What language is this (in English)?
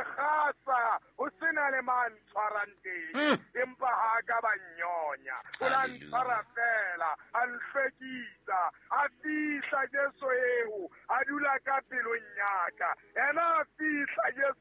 Southern Sotho